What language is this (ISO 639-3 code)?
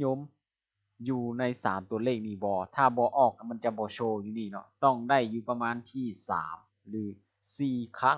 lao